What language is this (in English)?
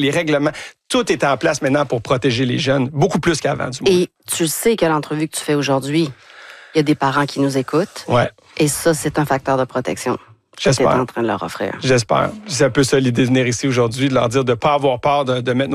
French